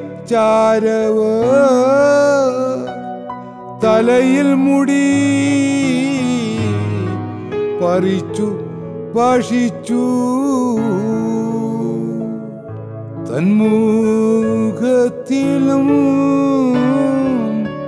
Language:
Malayalam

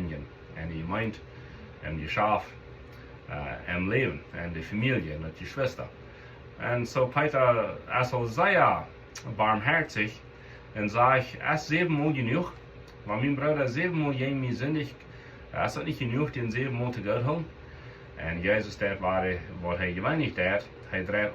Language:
Plautdietsch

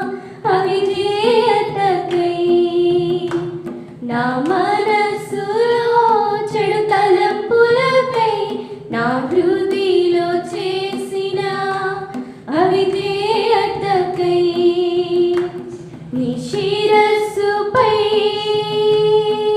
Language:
Telugu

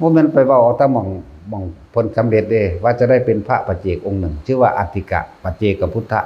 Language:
Northeastern Thai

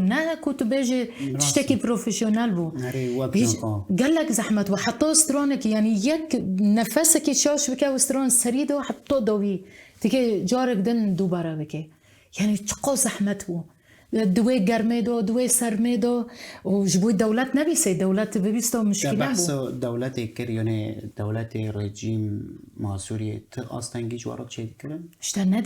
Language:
Kurdish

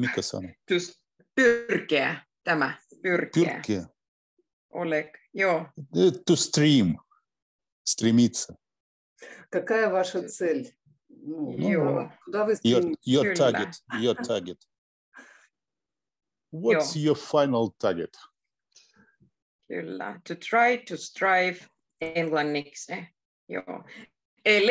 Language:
Finnish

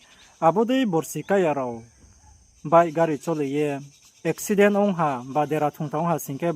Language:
Riang (India)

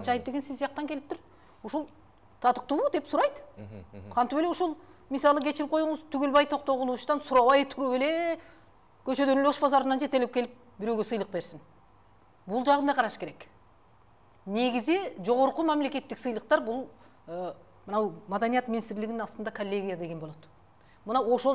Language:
Kyrgyz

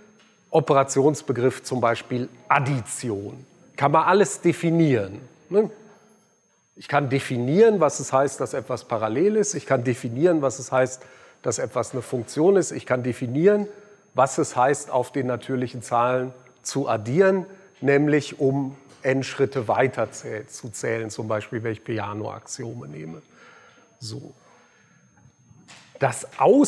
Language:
German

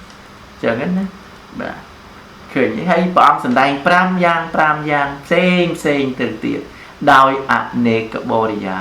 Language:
Khmer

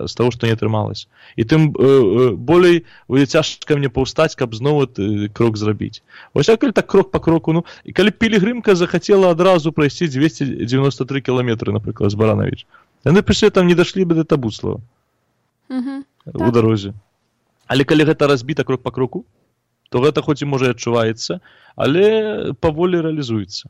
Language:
Belarusian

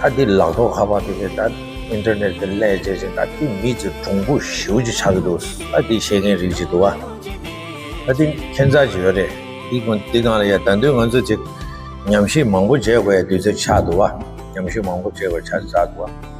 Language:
Tibetan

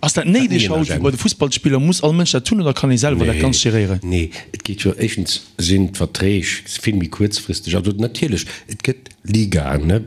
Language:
Luxembourgish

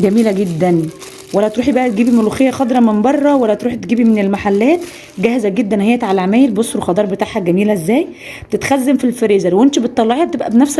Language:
Egyptian Arabic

